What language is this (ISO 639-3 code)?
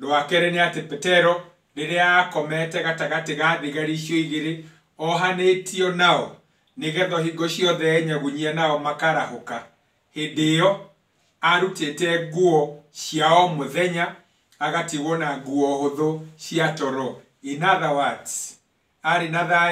kik